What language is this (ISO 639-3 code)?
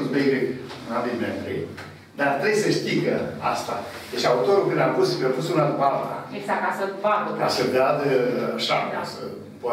ron